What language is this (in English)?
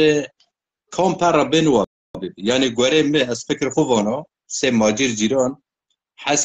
Zaza